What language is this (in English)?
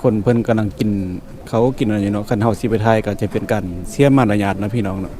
Lao